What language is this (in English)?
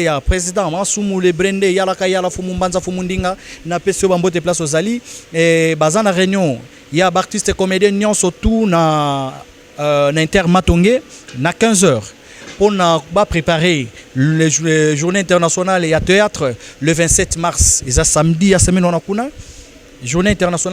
Lingala